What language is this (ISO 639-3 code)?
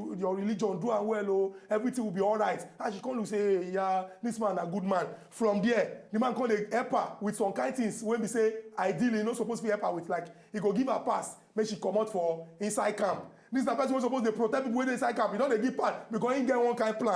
pcm